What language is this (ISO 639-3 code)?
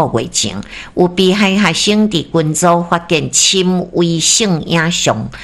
nan